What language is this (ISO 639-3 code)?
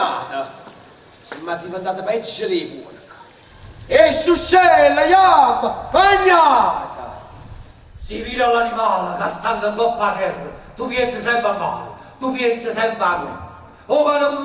nap